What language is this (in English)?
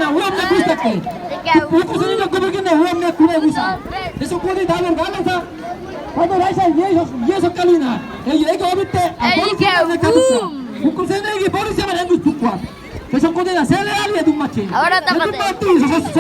San Blas Kuna